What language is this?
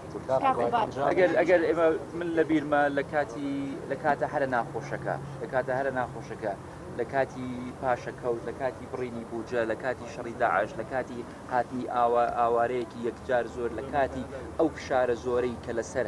Central Kurdish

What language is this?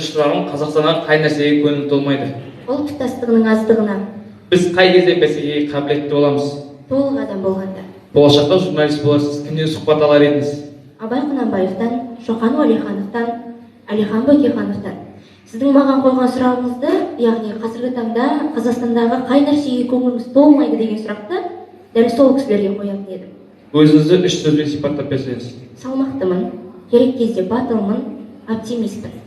Kazakh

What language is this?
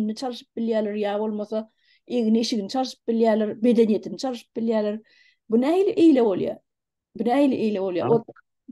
Turkmen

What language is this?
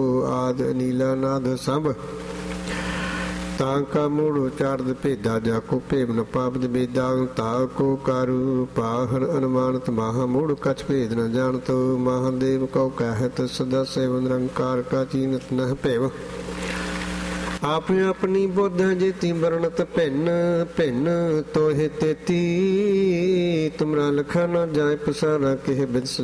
Punjabi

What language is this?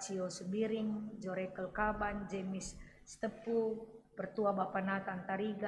Batak Karo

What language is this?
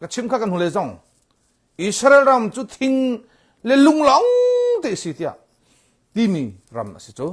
Hakha Chin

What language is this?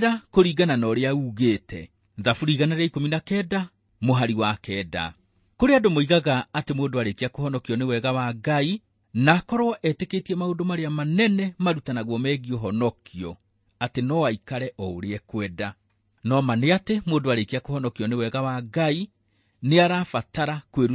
Kikuyu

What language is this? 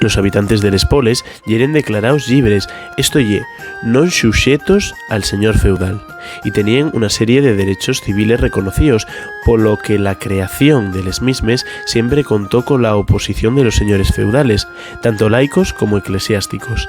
Asturian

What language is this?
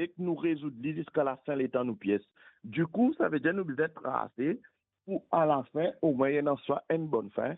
Morisyen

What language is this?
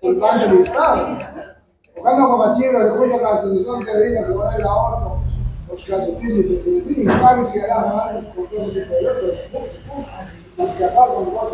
Kekchí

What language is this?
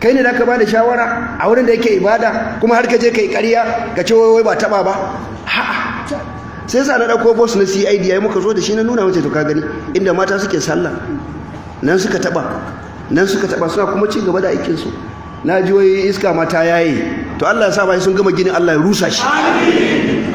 Hausa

